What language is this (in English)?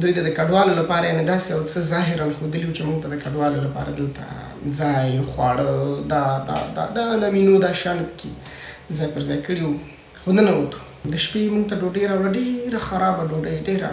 Pashto